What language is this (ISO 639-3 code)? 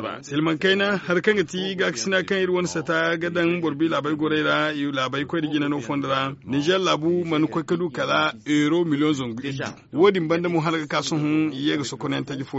dje